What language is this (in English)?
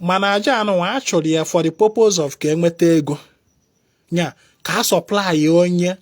Igbo